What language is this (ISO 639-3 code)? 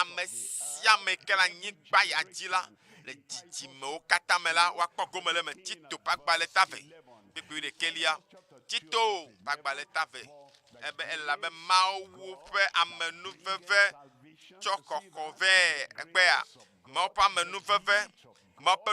ewe